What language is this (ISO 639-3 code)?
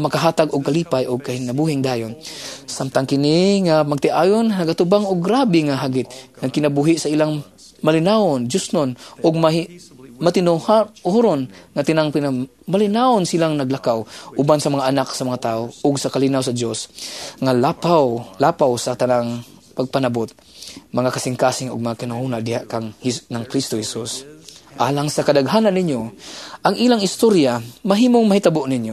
ceb